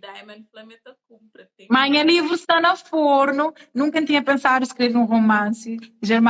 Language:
Kabuverdianu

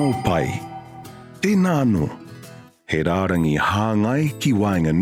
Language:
Māori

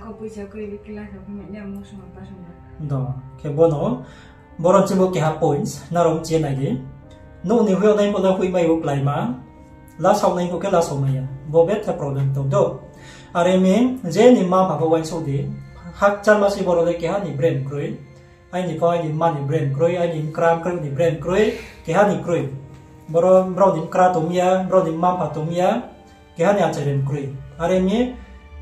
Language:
Riang (India)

